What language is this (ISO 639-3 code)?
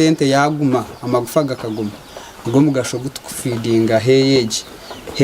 nyn